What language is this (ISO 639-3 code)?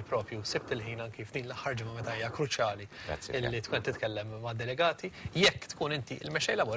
mlt